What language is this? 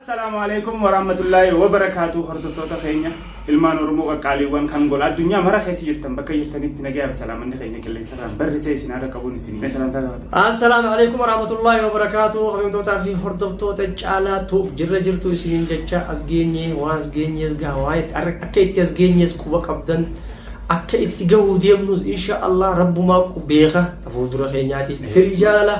Oromo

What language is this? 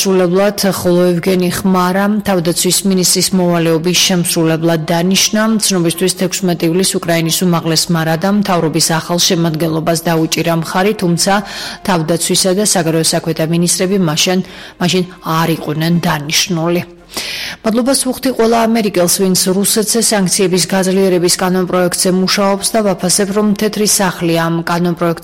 Georgian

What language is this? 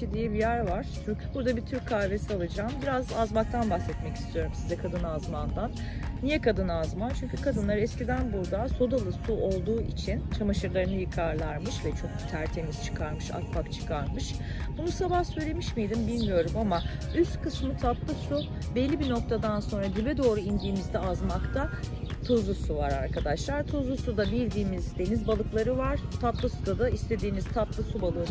Turkish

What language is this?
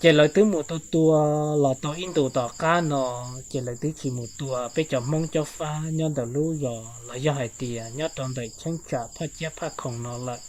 Hmong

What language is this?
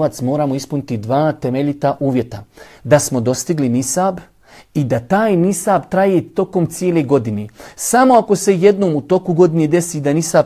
Bosnian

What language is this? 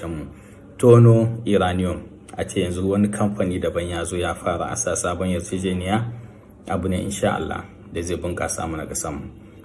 Hausa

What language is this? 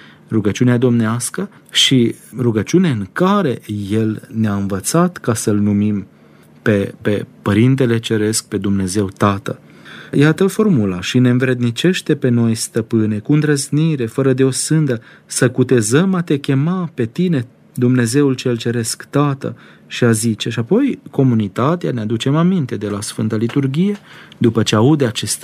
Romanian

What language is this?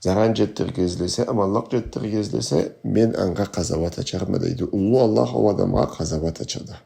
Karachay-Balkar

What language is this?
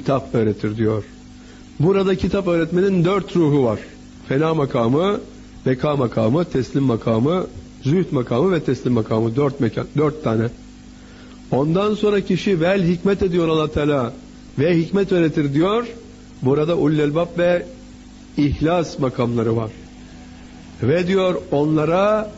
Turkish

